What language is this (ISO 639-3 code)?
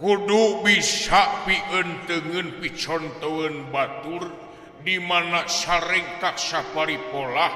sun